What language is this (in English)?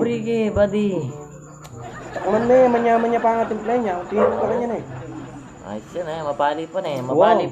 Pampanga